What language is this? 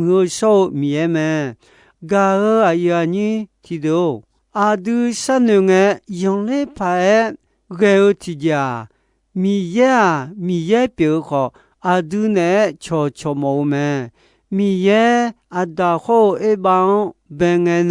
Akha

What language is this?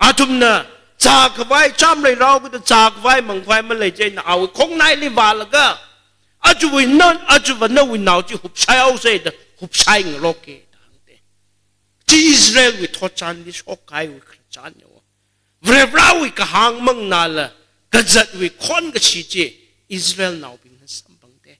Tangkhul Naga (India)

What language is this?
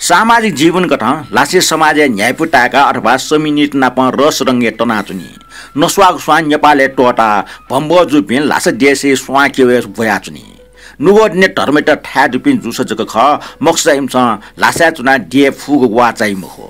Newari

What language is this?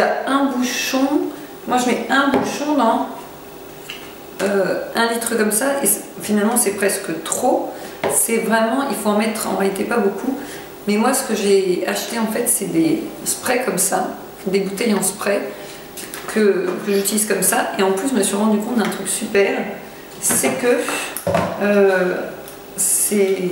French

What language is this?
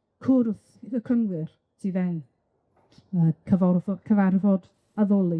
Welsh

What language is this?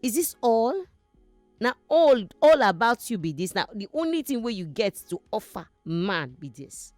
Nigerian Pidgin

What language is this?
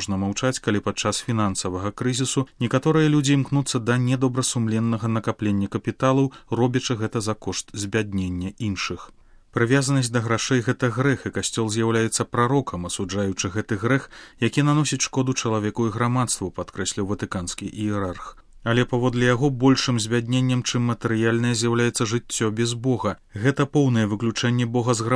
Belarusian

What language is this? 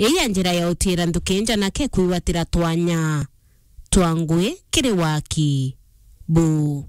Meru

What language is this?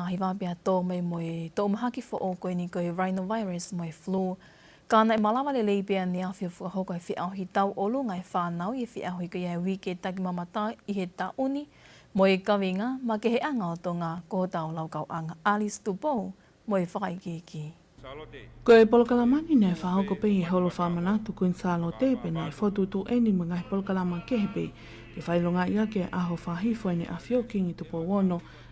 Tongan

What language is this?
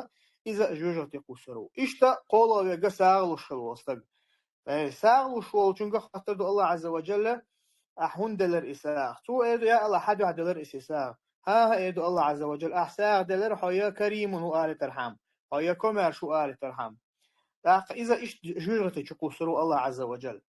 Chechen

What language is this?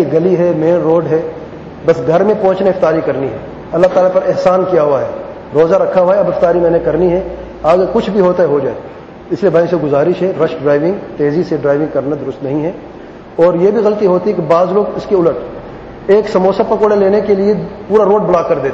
Urdu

